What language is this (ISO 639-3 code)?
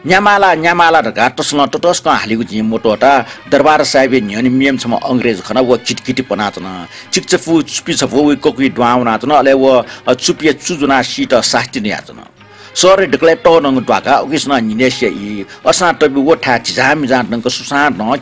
new